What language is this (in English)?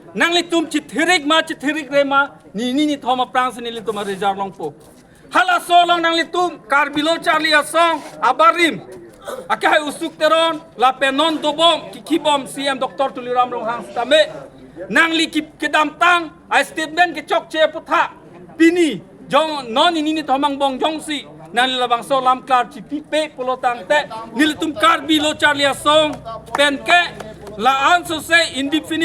Karbi